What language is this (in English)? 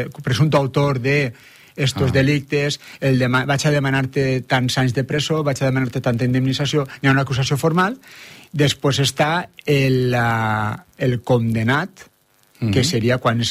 Catalan